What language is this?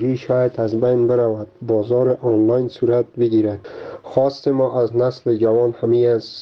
Persian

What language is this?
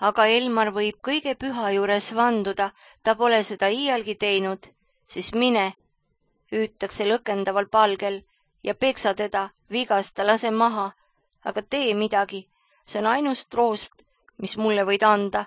Estonian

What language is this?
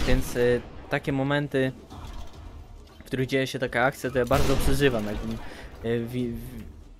Polish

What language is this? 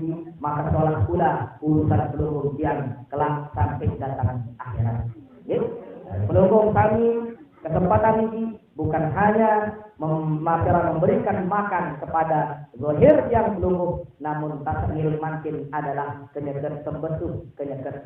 Sasak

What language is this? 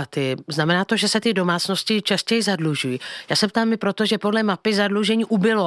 Czech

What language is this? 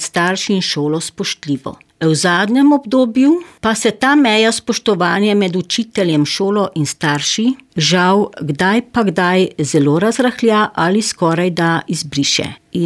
Slovenian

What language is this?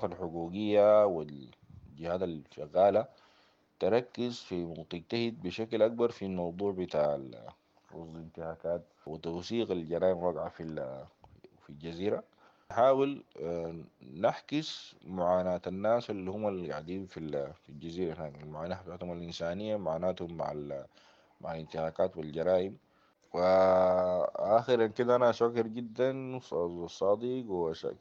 Sudanese Arabic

